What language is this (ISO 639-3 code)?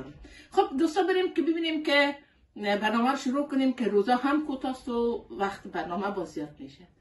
fas